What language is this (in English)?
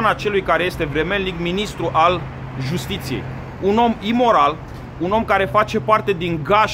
Romanian